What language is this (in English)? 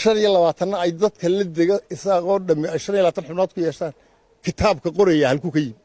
Somali